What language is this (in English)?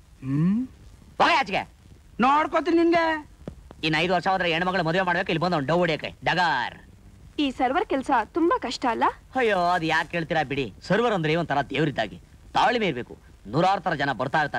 Kannada